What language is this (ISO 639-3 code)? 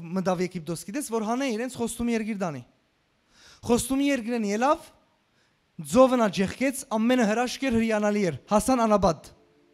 hyw